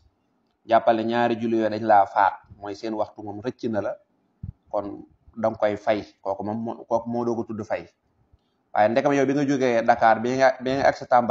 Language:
Wolof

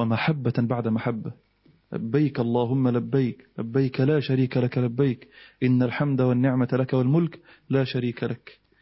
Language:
Arabic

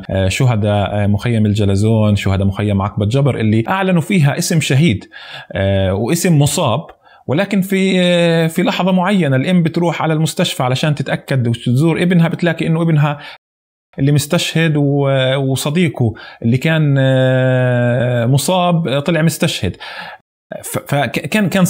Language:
North Levantine Arabic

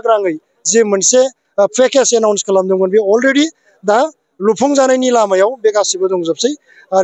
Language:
Bodo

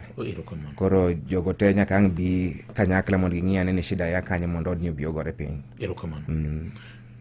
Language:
Luo (Kenya and Tanzania)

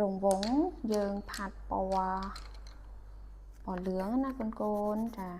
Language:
Khmer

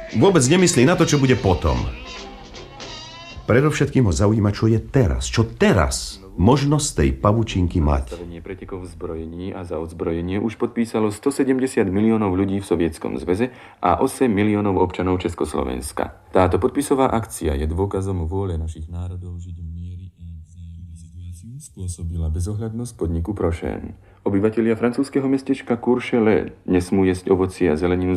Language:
Slovak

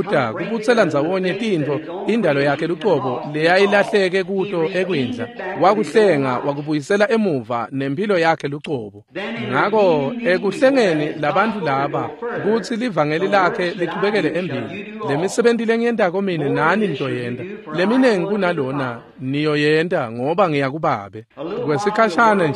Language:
Swati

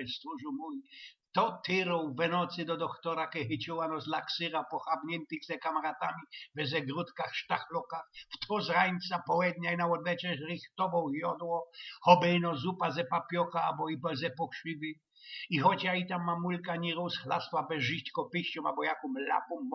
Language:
Silesian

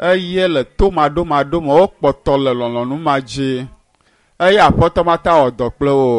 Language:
Ewe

